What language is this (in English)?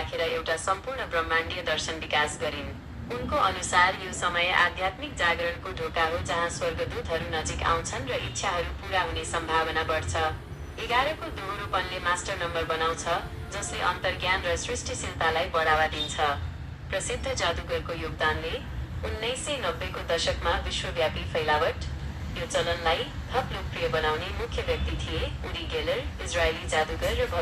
Nepali